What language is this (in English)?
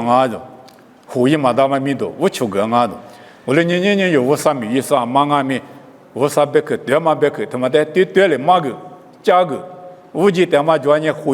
Lisu